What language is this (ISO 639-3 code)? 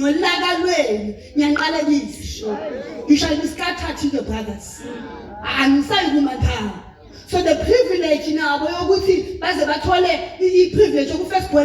zul